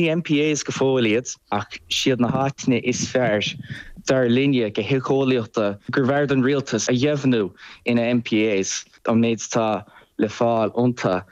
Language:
Irish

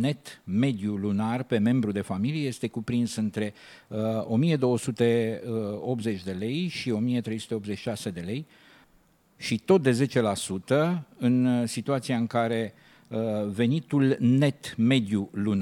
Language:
Romanian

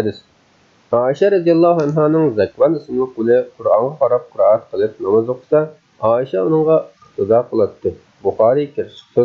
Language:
Uyghur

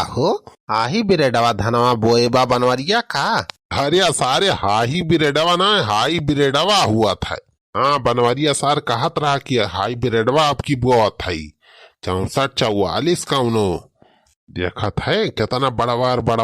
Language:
Awadhi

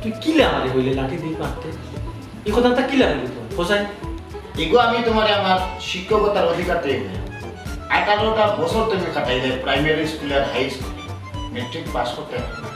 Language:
Sylheti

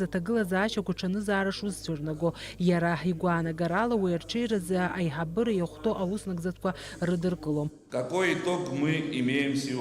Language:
Abkhazian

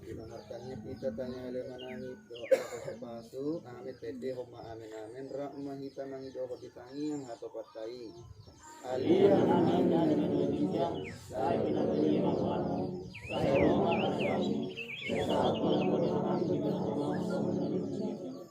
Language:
Batak Toba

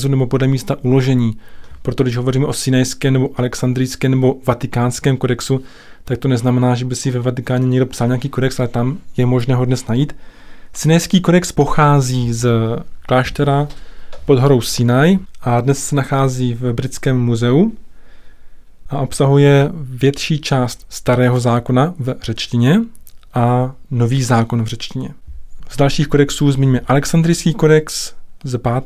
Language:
Czech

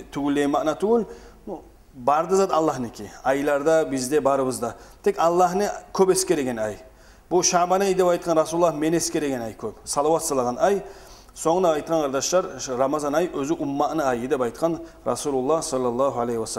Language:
Kumyk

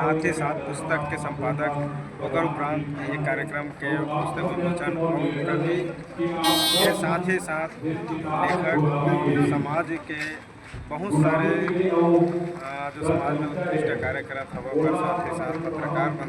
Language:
Chhattisgarhi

